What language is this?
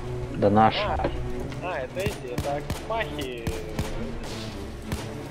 Russian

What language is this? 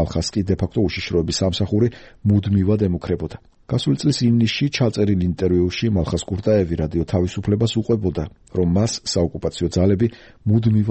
Georgian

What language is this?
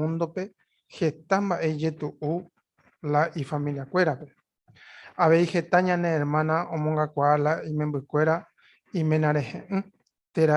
Guarani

